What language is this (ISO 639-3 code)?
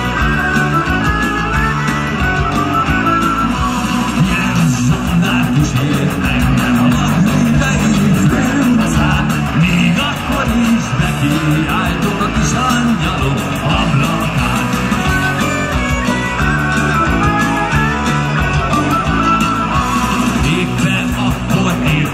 hun